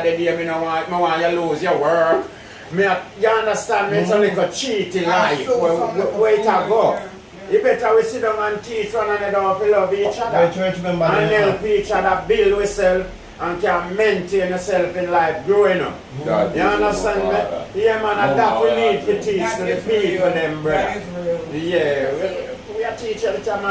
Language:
Jamaican Creole English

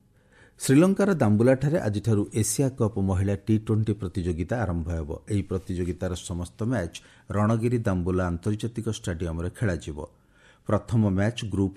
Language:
Odia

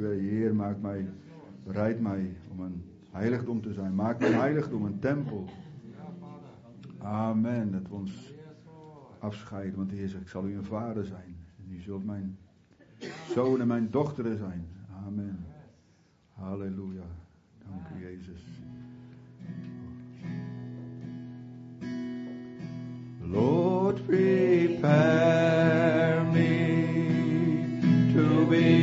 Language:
Dutch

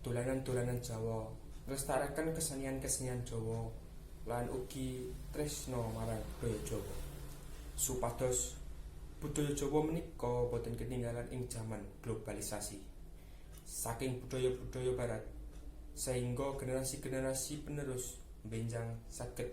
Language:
Javanese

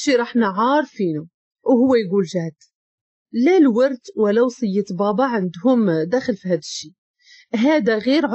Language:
Moroccan Arabic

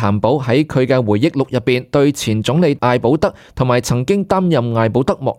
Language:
Cantonese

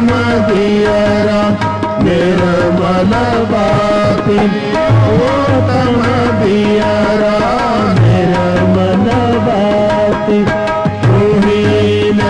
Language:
Punjabi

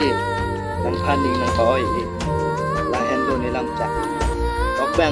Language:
Karbi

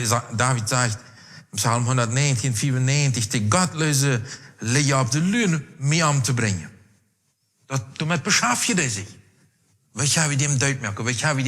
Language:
Plautdietsch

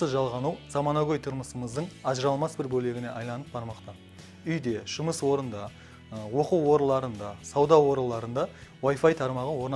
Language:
Kara-Kalpak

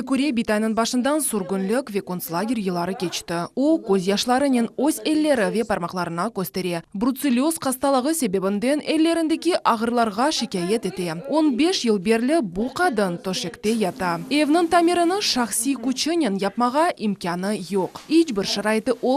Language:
Crimean Tatar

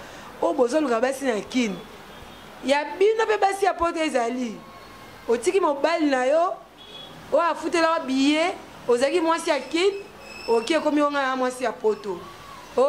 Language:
Lingala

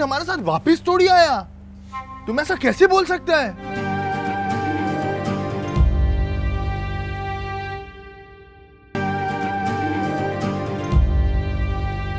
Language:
Hindi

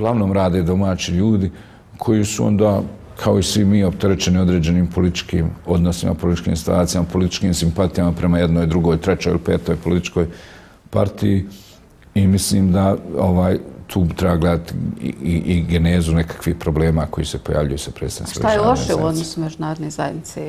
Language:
Bosnian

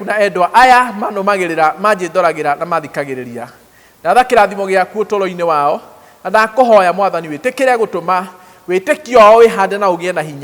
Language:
Kikuyu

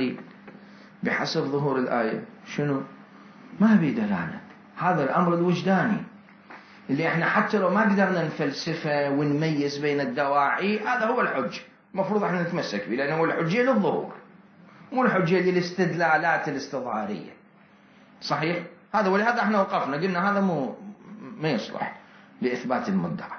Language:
Mesopotamian Arabic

